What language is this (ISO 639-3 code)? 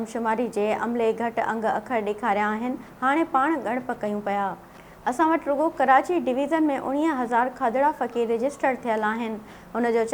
snd